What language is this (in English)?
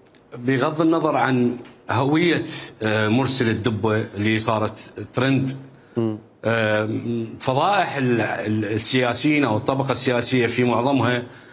Mesopotamian Arabic